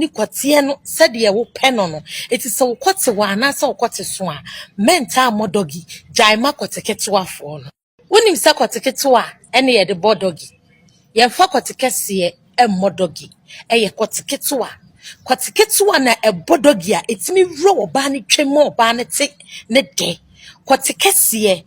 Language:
Akan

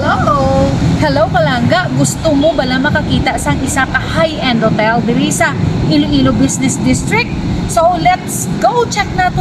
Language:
Hiligaynon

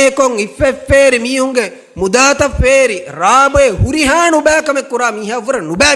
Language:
Divehi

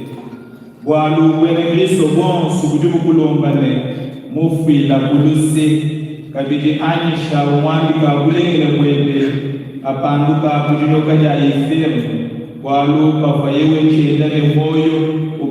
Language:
Luba-Lulua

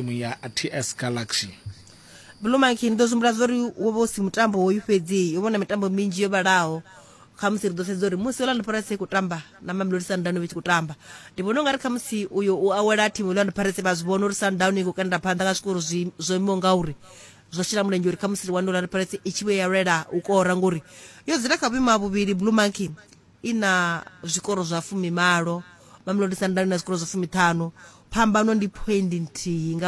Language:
Venda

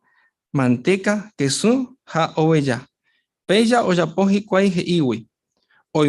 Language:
Guarani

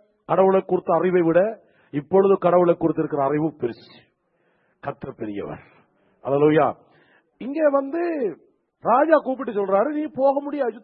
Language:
Tamil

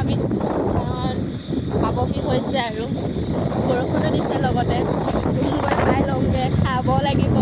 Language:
Assamese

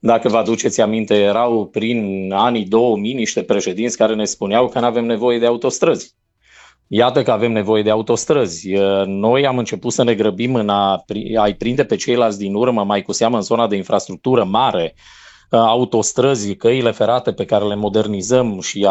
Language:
Romanian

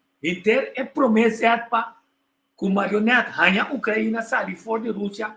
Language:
Papiamento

